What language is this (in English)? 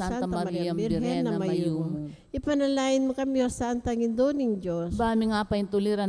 Pampanga